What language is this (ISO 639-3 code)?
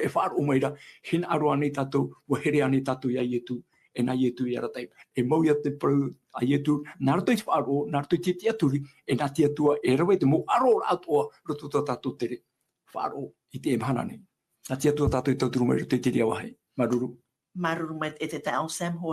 tah